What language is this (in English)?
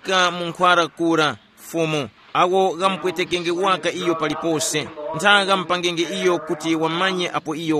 Tumbuka